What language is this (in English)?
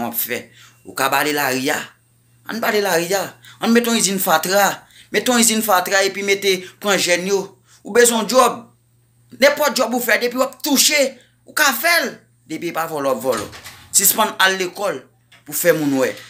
Haitian Creole